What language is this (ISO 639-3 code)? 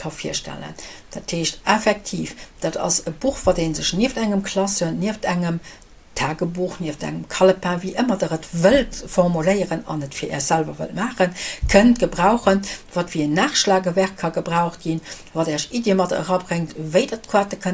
ltz